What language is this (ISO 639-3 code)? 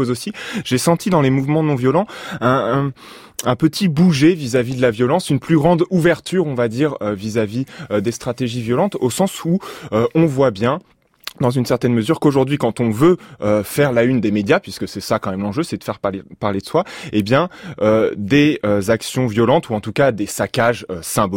fra